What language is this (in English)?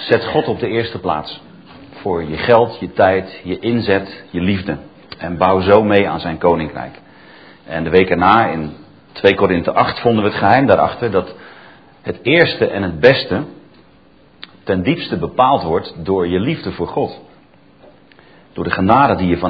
Dutch